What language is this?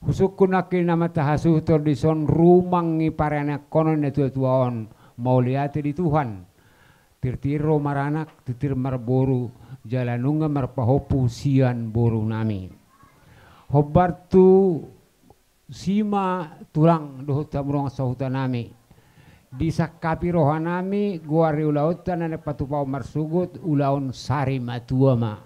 Batak Toba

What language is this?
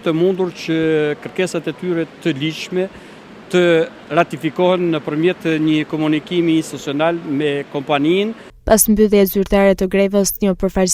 Albanian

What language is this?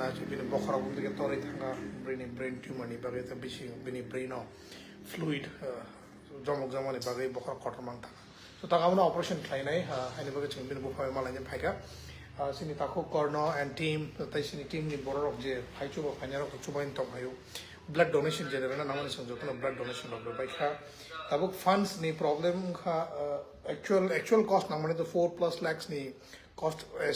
Kok Borok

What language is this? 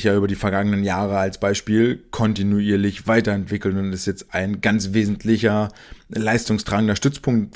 German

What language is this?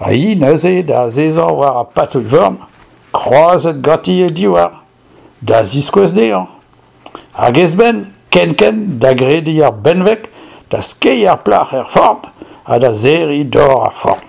Breton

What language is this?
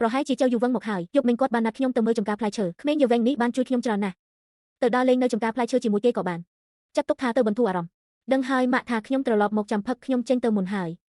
Khmer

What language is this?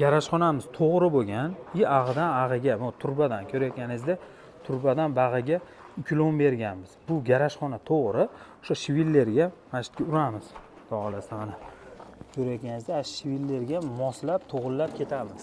Uzbek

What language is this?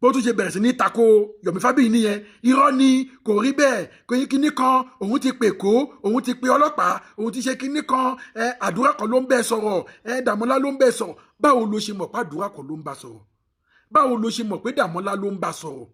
Yoruba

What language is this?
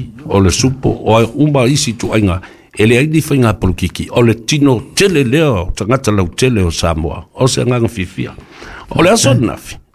Samoan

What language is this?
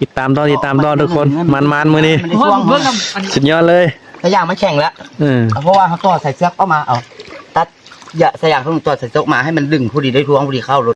Northeastern Thai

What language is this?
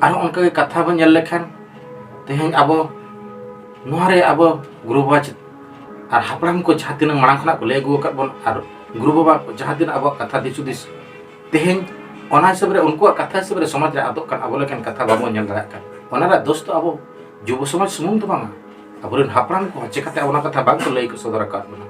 Santali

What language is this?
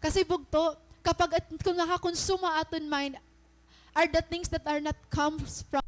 Waray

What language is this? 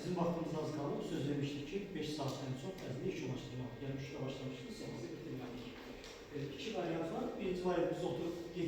Azerbaijani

